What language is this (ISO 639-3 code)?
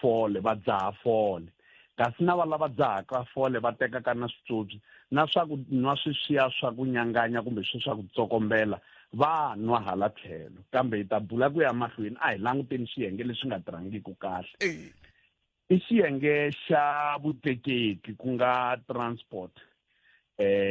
tso